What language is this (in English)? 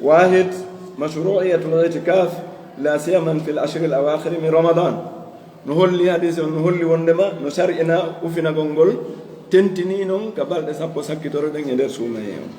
Fula